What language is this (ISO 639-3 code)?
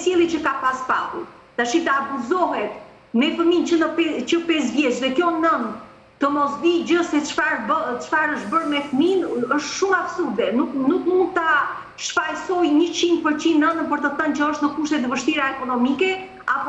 sqi